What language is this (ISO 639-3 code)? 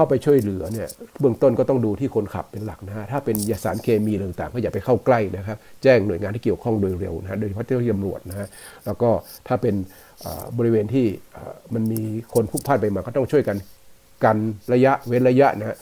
tha